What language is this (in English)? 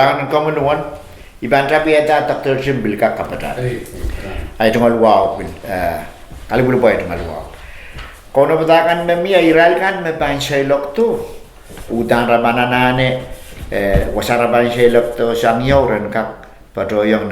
Pohnpeian